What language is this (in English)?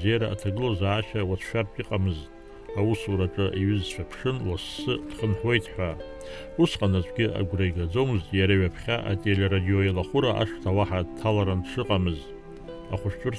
Abkhazian